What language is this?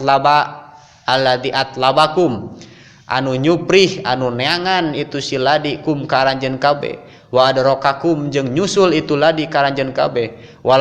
Sundanese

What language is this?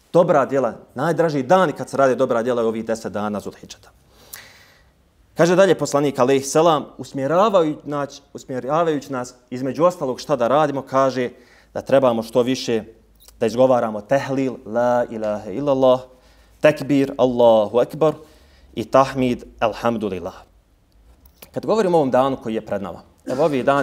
Bosnian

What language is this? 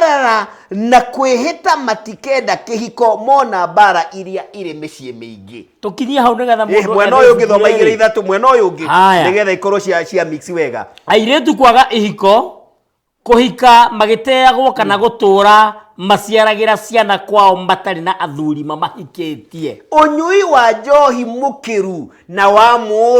Kikuyu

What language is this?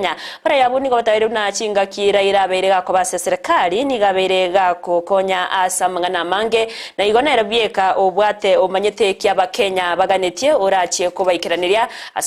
Gusii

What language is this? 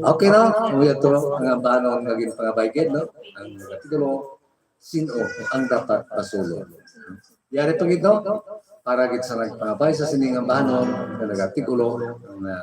Hiligaynon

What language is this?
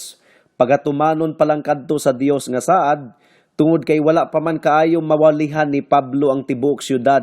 Cebuano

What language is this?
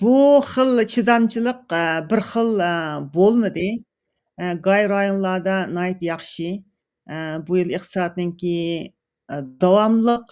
Uyghur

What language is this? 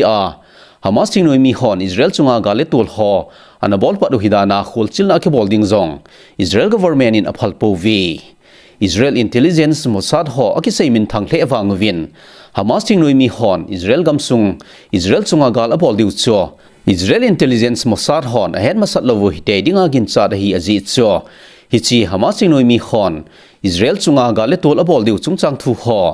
Thado Chin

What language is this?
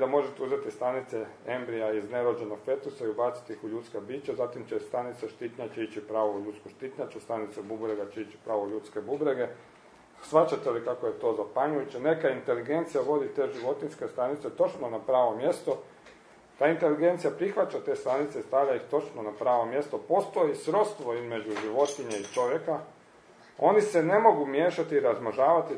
Croatian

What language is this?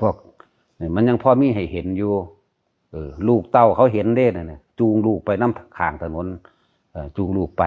Lao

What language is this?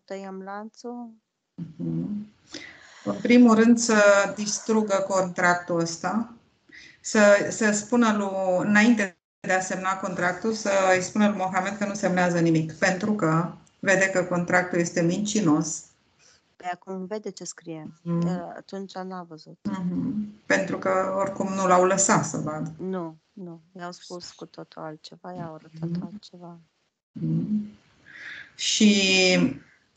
Romanian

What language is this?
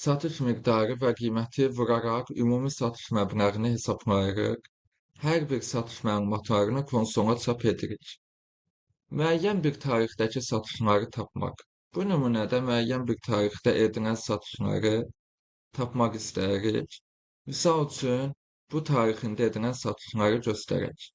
Azerbaijani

